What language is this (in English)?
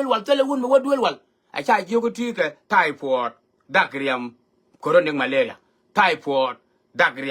Nuer